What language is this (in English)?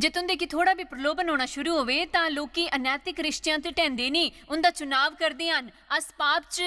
Dogri